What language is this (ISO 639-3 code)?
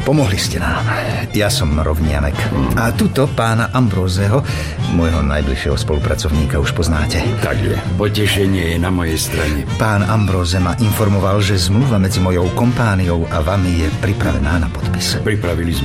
slk